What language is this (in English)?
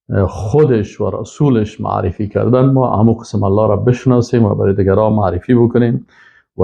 Persian